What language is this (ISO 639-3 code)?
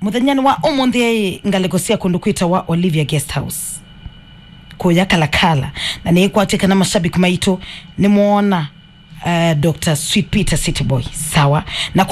kam